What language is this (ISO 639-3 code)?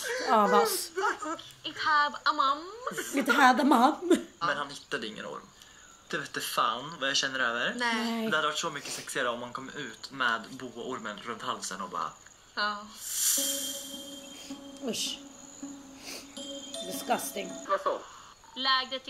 swe